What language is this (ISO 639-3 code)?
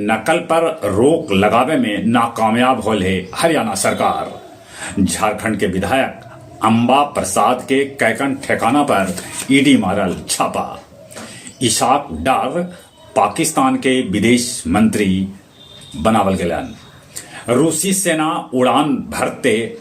mag